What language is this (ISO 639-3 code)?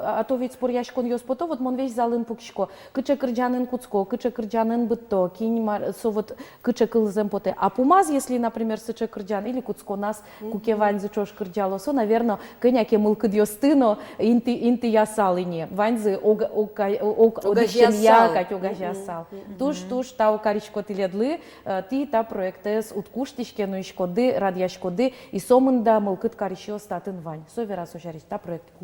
udm